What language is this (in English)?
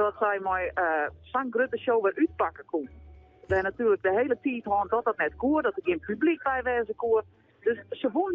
Western Frisian